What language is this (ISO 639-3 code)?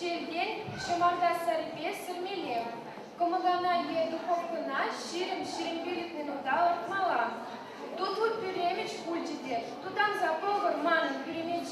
chv